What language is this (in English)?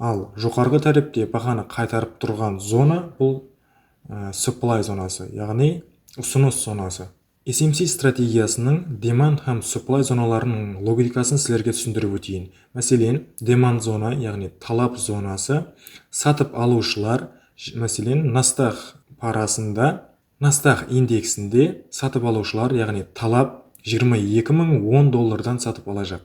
Kara-Kalpak